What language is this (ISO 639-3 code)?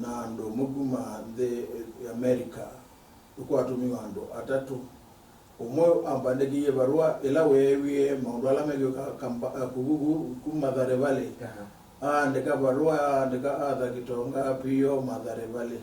kam